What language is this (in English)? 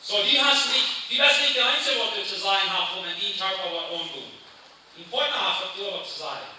Plautdietsch